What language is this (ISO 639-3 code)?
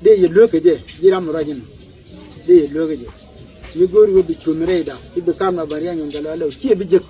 nus